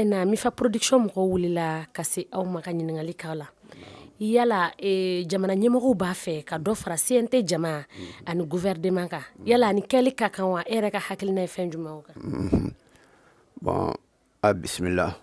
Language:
Bambara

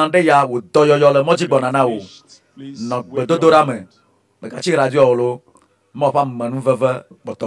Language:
Ewe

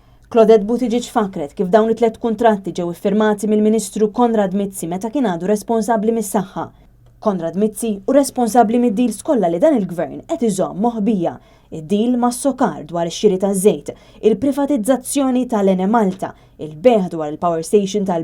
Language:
Maltese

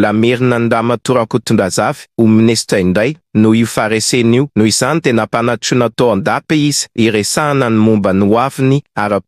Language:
Malagasy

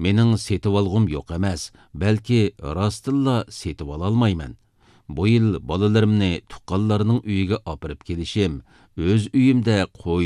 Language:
Uyghur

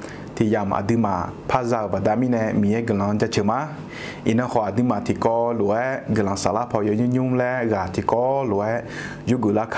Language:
Akha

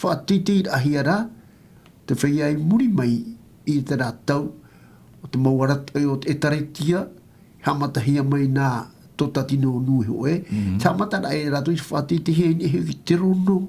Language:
Tahitian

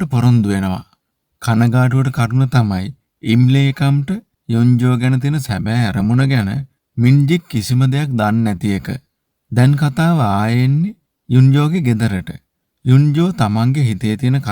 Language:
Sinhala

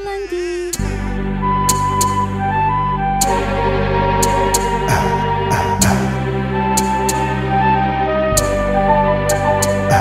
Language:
Estonian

